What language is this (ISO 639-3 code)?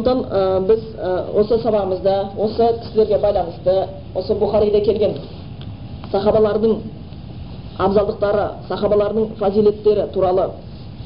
kaz